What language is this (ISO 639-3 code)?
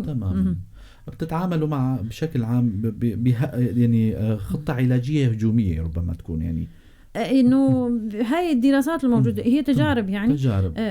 apc